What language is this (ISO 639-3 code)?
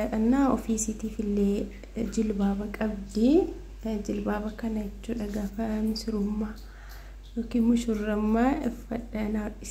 orm